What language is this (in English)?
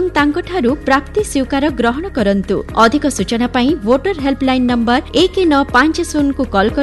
Odia